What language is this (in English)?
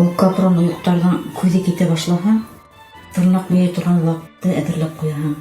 Bashkir